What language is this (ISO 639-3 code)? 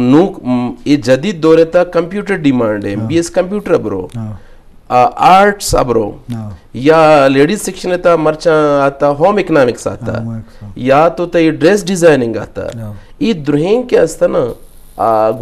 bgp